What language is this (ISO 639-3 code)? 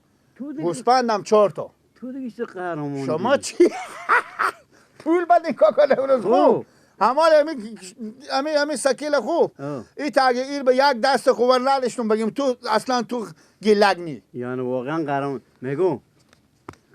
fas